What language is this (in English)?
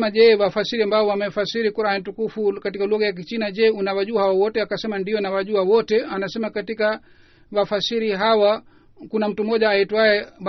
Swahili